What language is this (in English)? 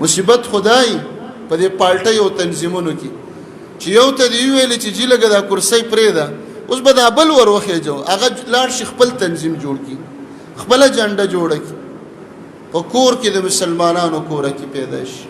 Pashto